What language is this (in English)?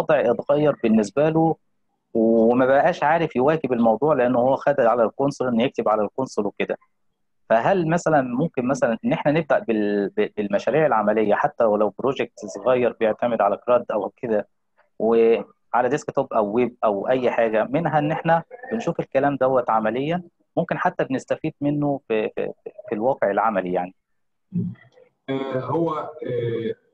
Egyptian Arabic